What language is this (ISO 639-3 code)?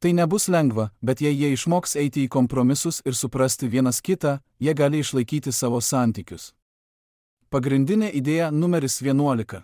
lit